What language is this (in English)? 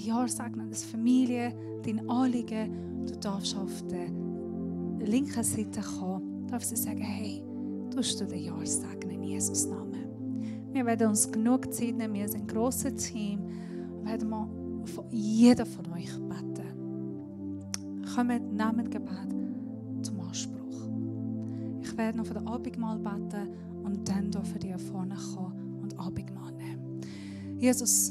Swiss German